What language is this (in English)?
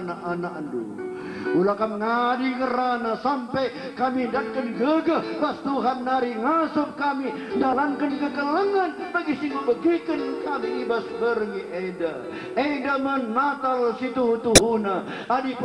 Batak Karo